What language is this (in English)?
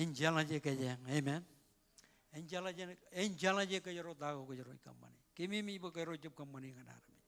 Marshallese